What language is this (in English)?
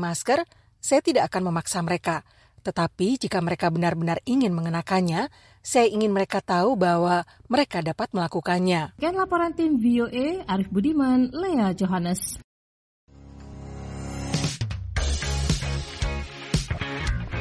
Indonesian